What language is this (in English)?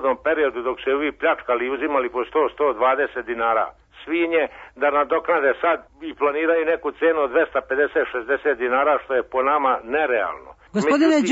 Serbian